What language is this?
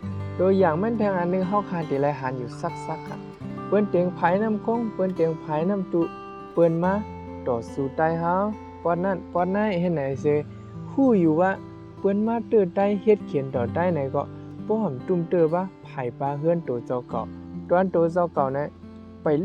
Shan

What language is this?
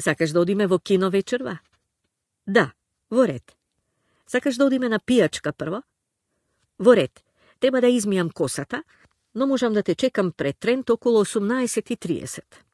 Macedonian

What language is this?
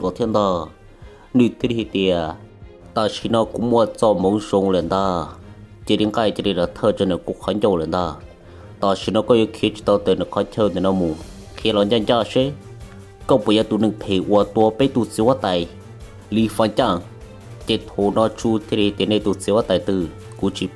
Hmong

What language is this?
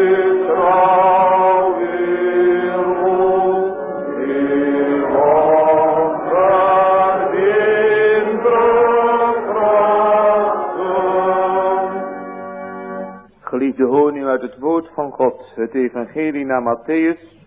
Dutch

